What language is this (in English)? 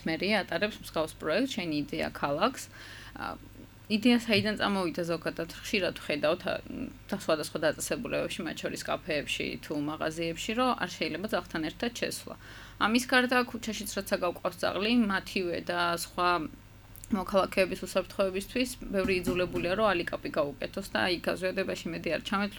Georgian